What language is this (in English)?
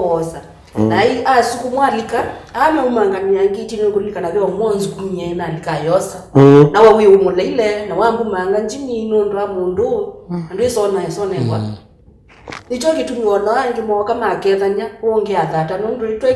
Kamba